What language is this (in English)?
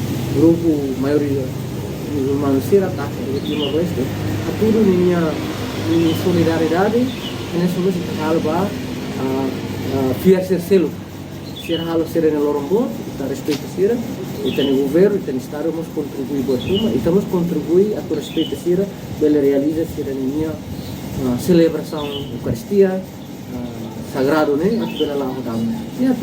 Tetum